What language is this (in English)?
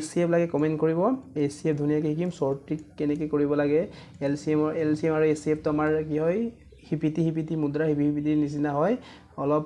Assamese